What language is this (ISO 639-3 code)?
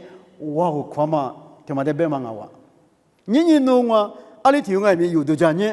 lis